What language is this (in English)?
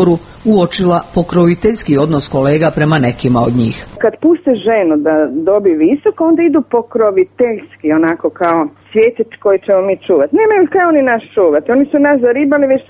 Croatian